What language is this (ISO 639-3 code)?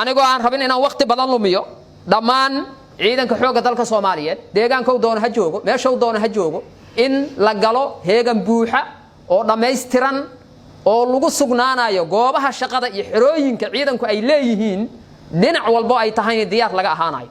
som